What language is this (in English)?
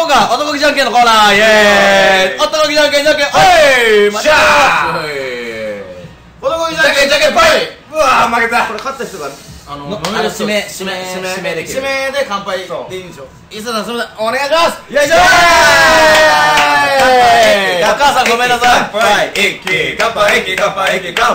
Japanese